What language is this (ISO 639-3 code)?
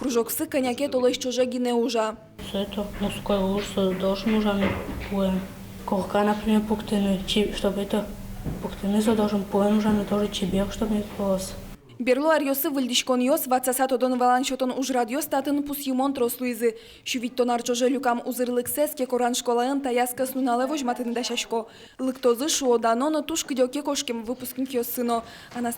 udm